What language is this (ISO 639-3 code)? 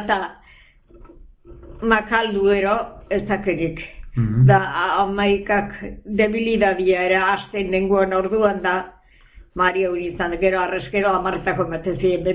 eus